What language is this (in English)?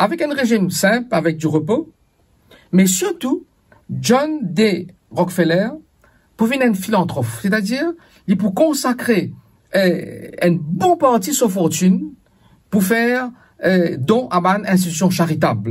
Morisyen